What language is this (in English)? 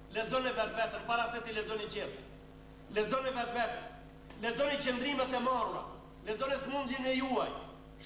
Albanian